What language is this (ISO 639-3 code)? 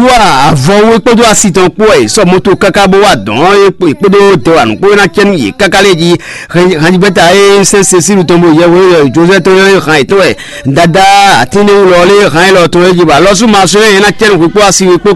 fon